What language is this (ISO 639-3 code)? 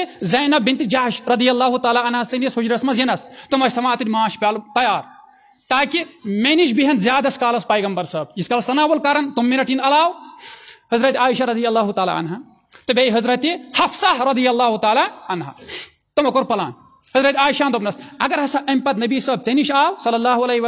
kas